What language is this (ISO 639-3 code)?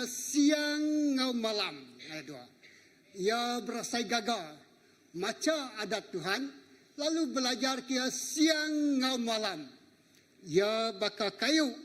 iba